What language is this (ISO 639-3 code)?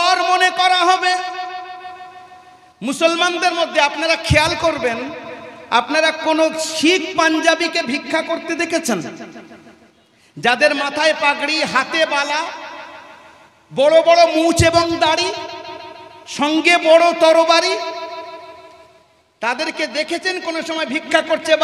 ben